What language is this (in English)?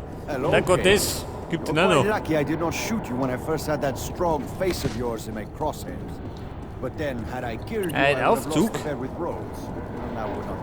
Bavarian